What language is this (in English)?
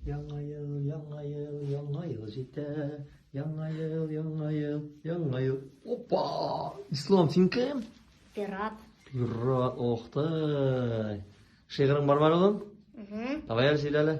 Tatar